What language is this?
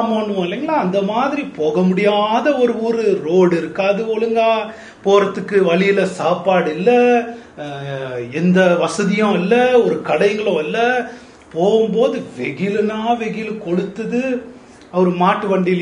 Tamil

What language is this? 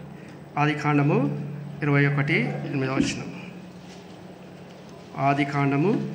Telugu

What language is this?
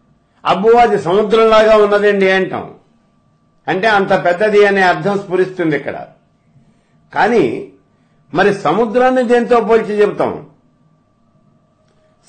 Telugu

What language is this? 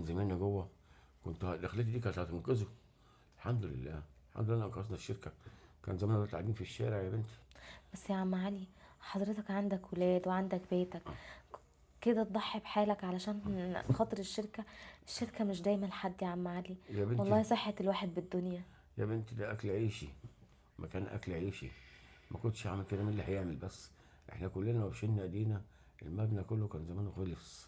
Egyptian Arabic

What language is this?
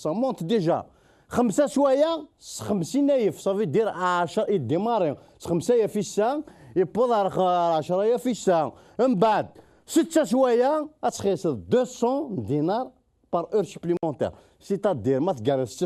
Kabyle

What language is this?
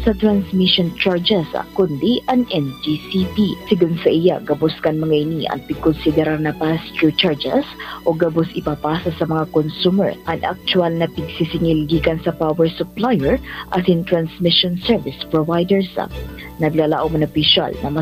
Bikol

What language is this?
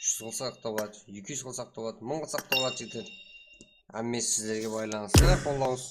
Kara-Kalpak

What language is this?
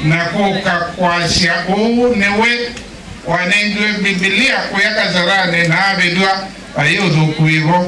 Kamba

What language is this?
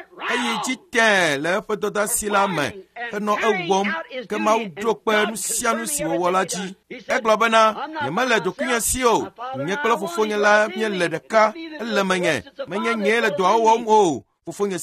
Ewe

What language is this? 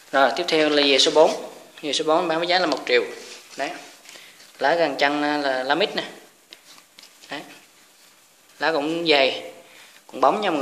Vietnamese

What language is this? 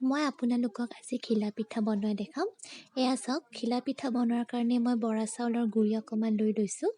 Assamese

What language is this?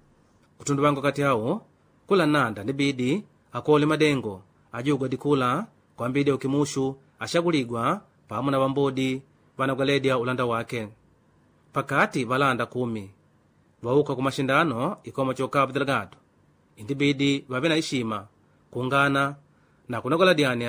Makonde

